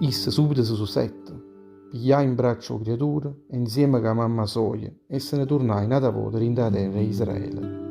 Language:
Neapolitan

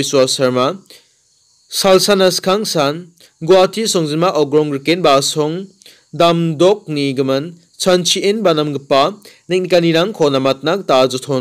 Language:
Garo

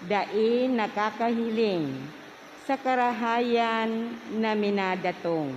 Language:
Bikol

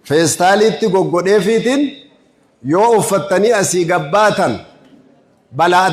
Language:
Oromo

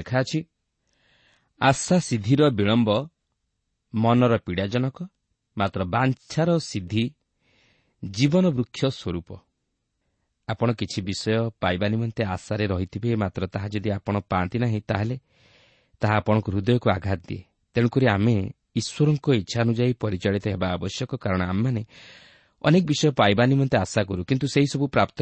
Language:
Odia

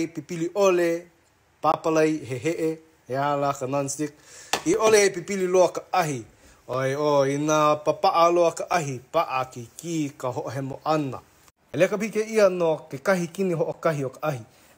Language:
Hawaiian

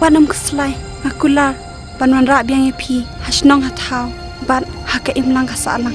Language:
Khasi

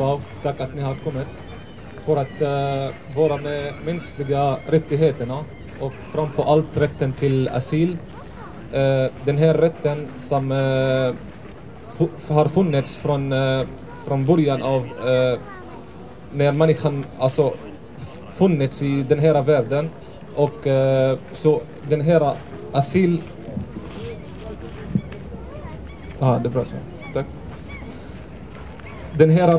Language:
Swedish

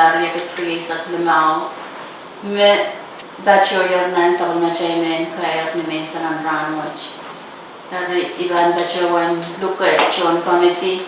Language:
Pohnpeian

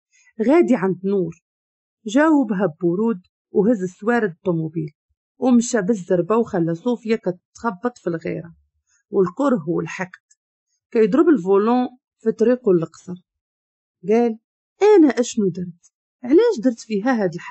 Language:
Moroccan Arabic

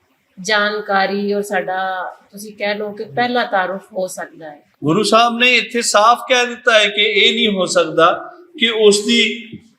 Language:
Western Panjabi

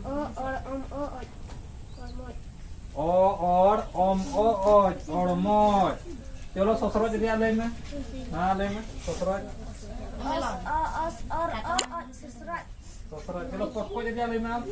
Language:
Santali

